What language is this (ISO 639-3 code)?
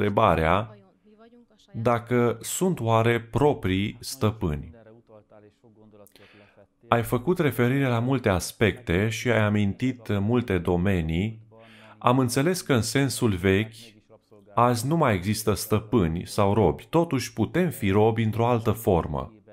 ron